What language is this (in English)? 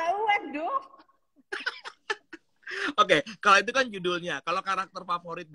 Indonesian